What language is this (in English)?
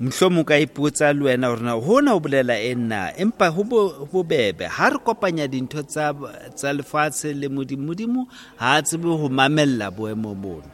Southern Sotho